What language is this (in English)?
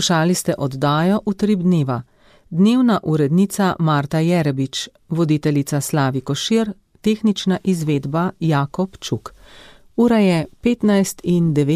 Slovenian